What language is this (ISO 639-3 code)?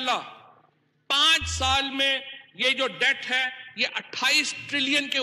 urd